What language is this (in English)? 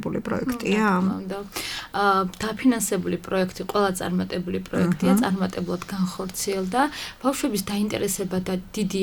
Georgian